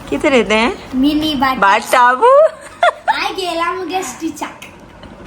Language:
Konkani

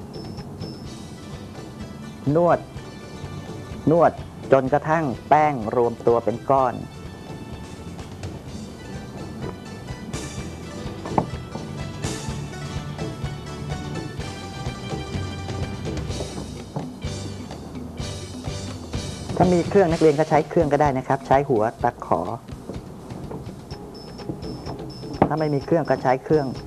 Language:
Thai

